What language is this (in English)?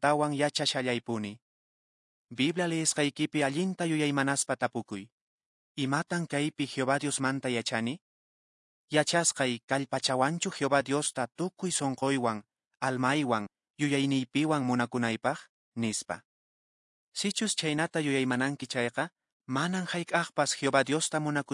Quechua